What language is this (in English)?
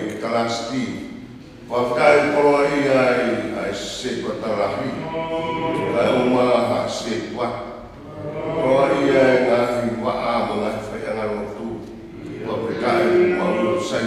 Tongan